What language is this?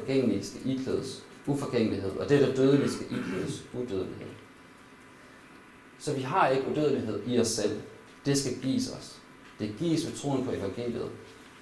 Danish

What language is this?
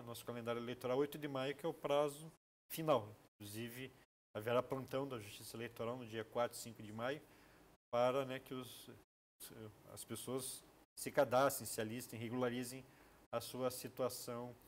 Portuguese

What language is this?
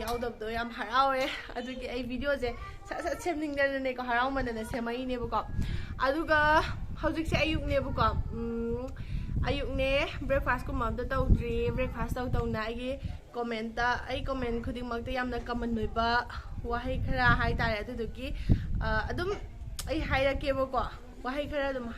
Manipuri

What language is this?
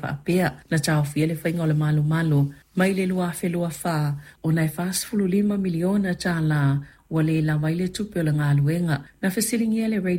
Samoan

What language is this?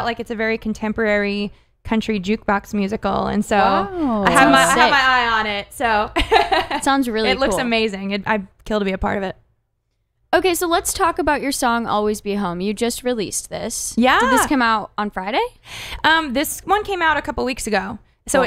English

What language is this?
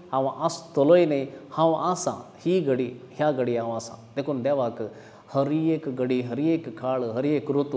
Konkani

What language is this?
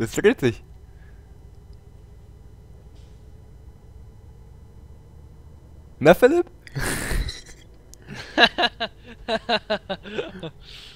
German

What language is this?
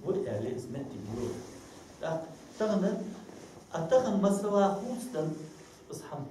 Ingush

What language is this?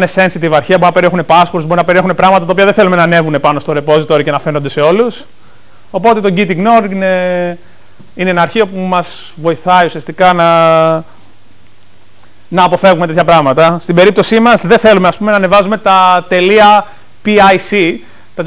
Greek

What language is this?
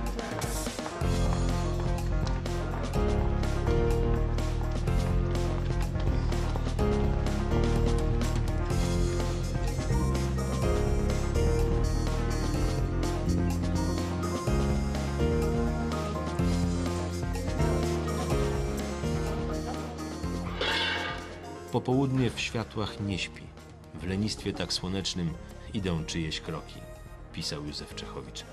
Polish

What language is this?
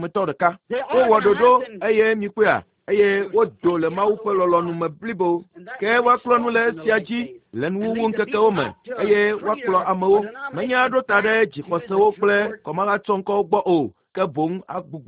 Ewe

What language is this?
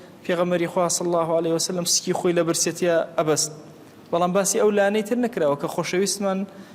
Central Kurdish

